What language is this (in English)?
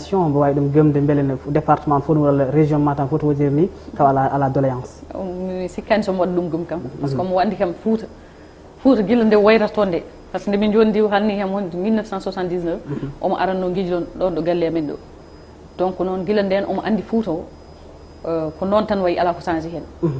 Fula